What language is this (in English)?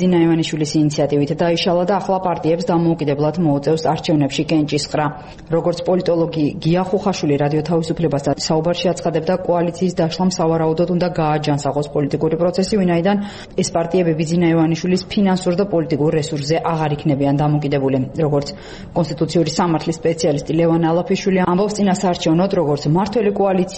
Georgian